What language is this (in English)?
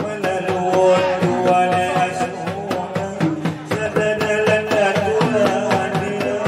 Batak Angkola